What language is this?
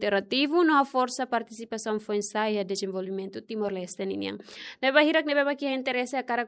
Tetum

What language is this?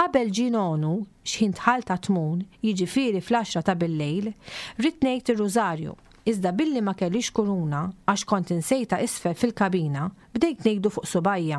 Maltese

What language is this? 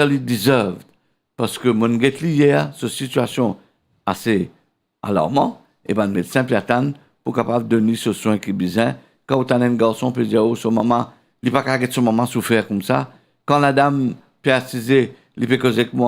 Morisyen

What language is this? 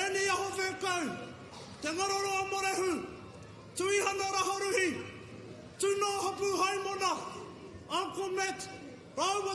Māori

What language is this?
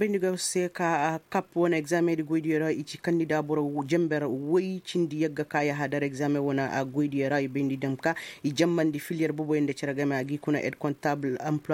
Koyraboro Senni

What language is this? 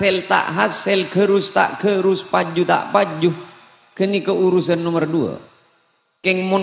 Madurese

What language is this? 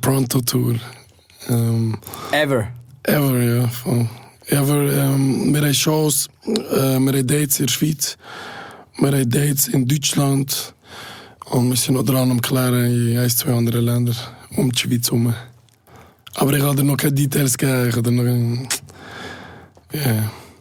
German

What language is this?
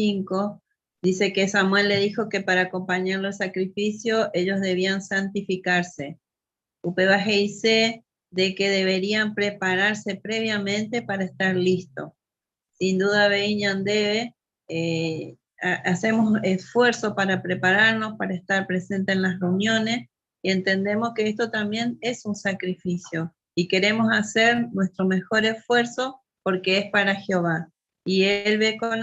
Guarani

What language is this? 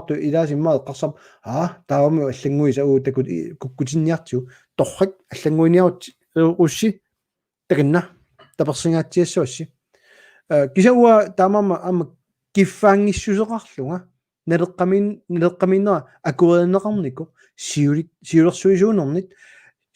Kalaallisut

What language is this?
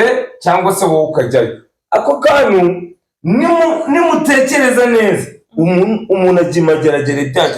Kinyarwanda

